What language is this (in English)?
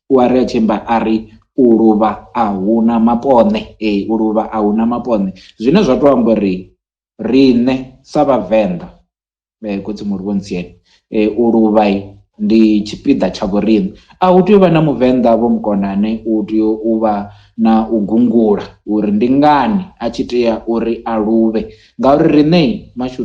Venda